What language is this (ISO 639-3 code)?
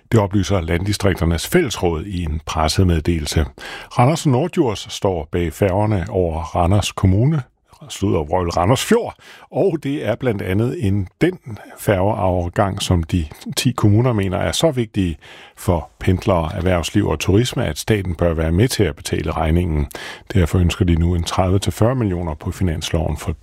dan